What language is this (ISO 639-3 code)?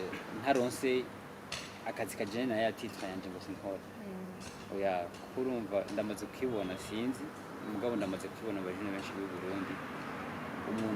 run